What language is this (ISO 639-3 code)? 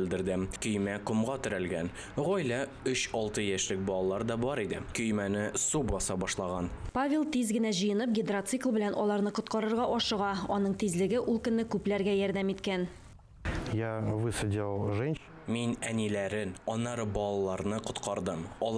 tat